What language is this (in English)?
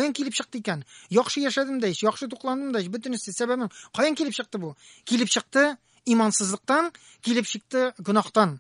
Tatar